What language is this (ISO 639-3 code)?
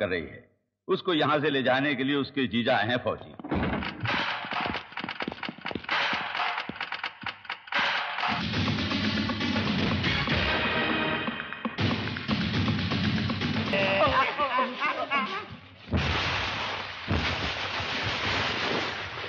hin